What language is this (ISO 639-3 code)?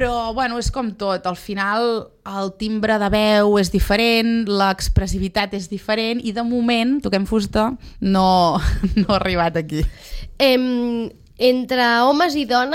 cat